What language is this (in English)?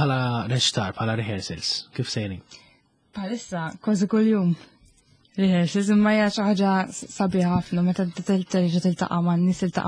Maltese